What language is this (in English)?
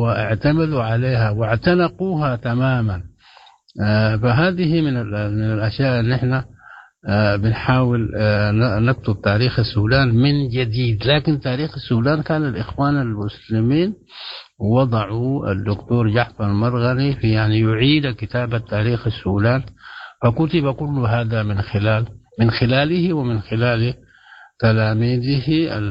Sudanese Arabic